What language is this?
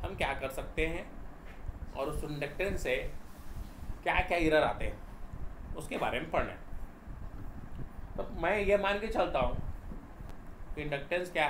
Hindi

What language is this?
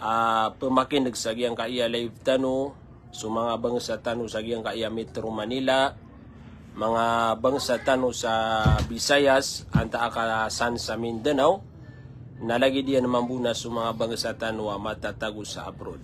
Maranao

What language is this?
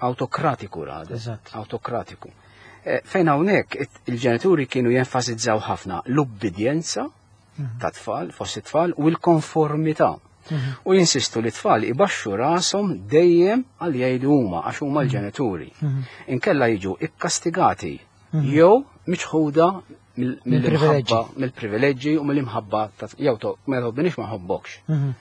Maltese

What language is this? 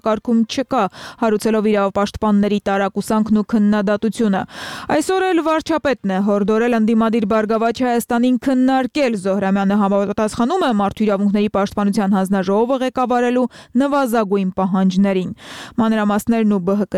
Armenian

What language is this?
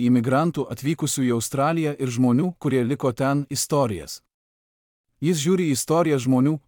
Lithuanian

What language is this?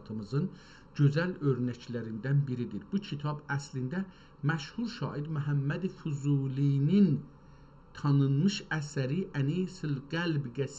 South Azerbaijani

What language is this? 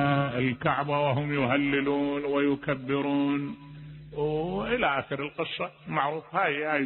Mesopotamian Arabic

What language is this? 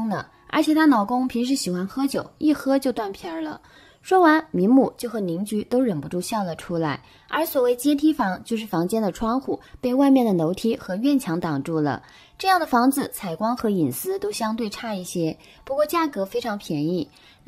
Chinese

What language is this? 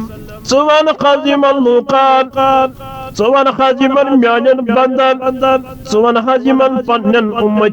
Kashmiri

